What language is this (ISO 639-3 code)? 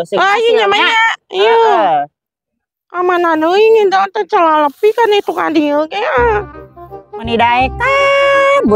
sun